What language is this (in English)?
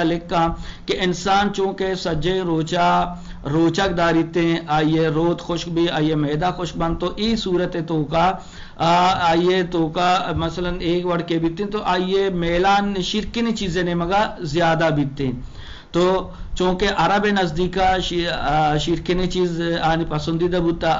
Eastern Balochi